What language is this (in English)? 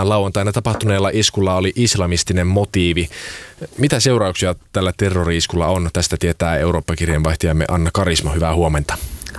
Finnish